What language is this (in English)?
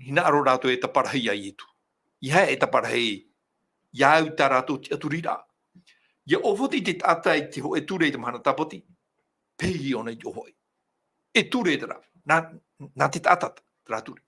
Tahitian